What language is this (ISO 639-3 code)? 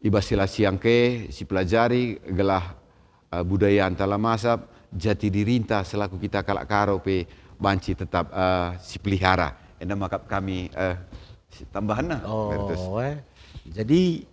btx